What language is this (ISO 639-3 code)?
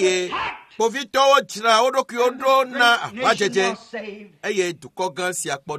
ewe